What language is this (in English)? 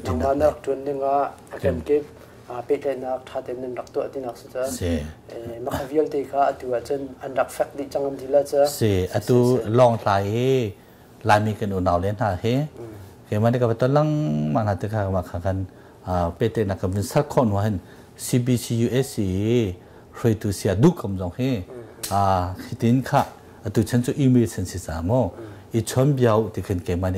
Hakha Chin